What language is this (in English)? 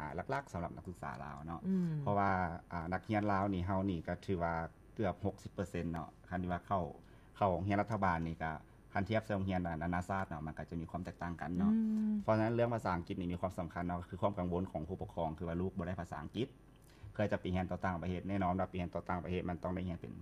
Lao